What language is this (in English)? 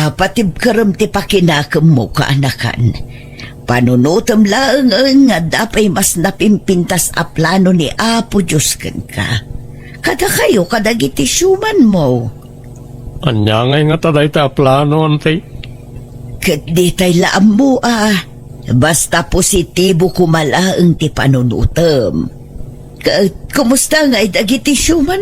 Iloko